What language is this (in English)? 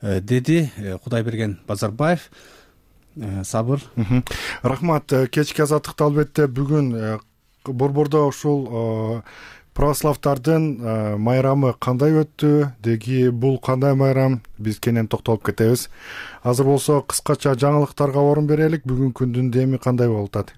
Kyrgyz